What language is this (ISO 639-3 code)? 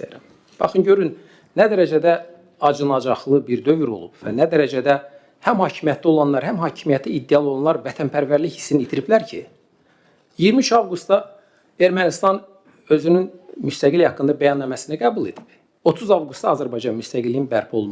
aze